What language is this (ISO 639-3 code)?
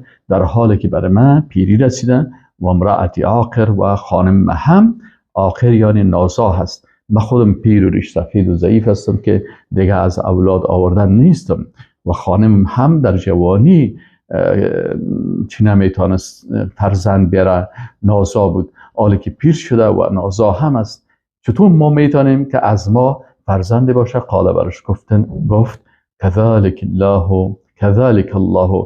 fas